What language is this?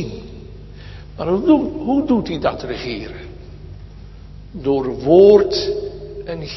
Dutch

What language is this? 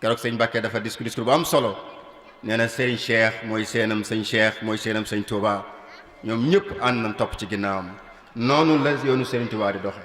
Wolof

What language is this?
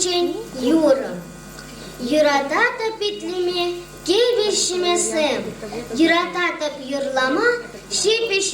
Chuvash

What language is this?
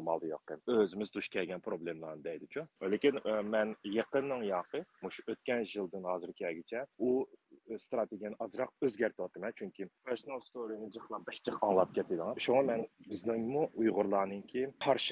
Uyghur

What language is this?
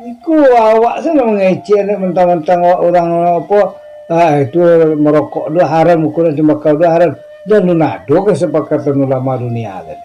Minangkabau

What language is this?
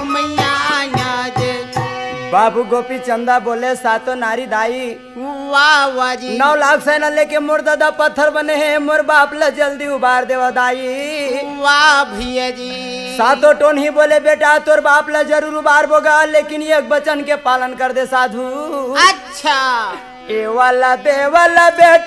Chhattisgarhi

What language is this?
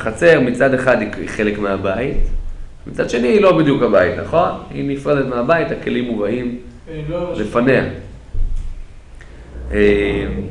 Hebrew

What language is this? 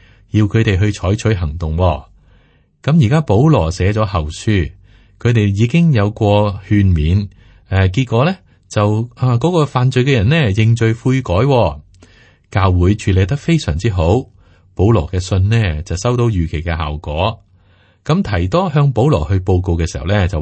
Cantonese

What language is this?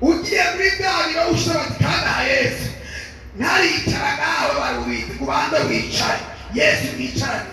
Rundi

